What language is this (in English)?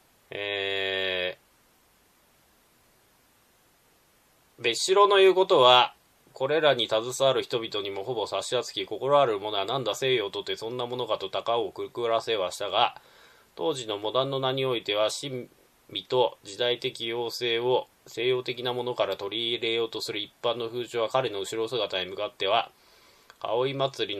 Japanese